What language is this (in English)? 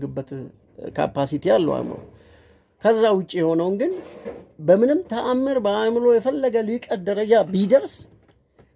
Amharic